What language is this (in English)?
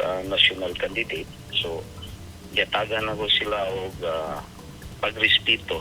Cebuano